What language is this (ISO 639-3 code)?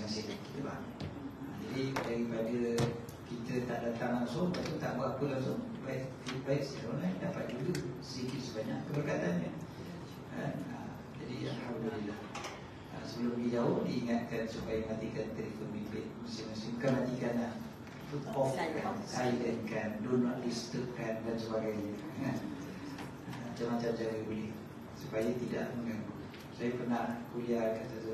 msa